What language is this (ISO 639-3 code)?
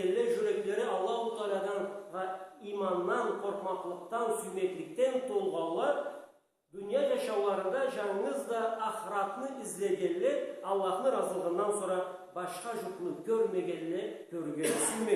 krc